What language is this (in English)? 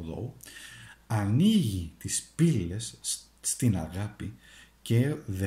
Greek